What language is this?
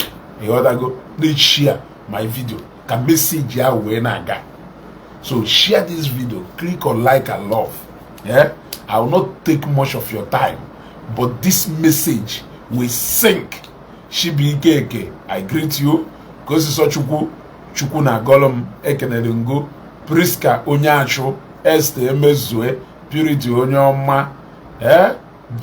Igbo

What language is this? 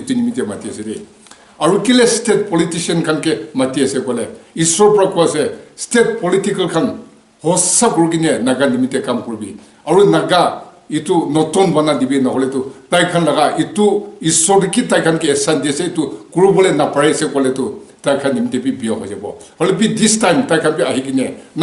Naga Pidgin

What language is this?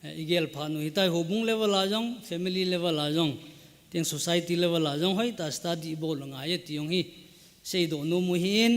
Thado Chin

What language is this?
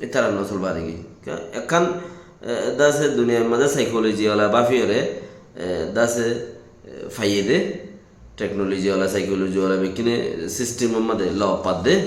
Rohingya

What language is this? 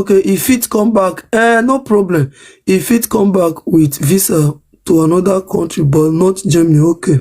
Nigerian Pidgin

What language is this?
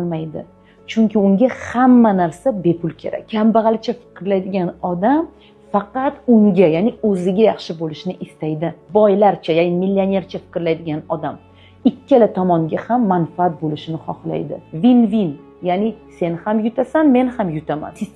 Uzbek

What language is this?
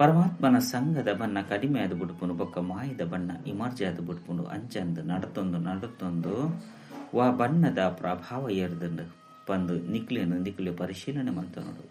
Tulu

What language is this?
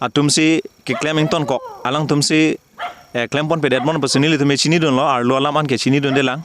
Karbi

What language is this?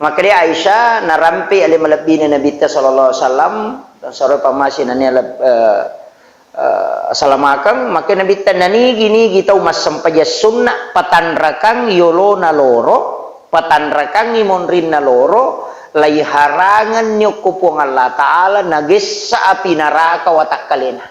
Buginese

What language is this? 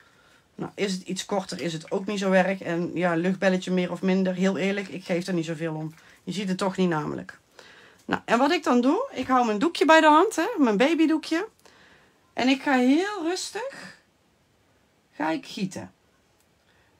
Dutch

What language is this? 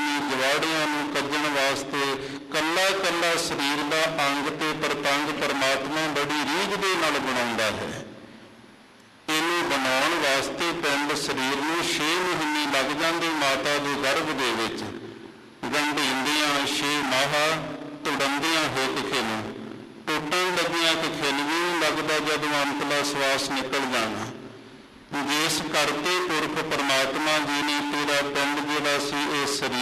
Punjabi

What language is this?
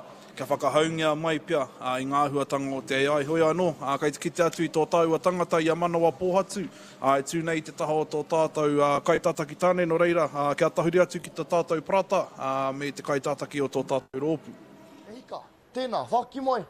Māori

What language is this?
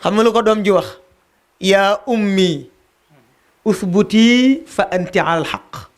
Wolof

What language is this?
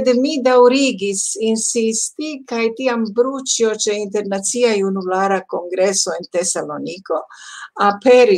Esperanto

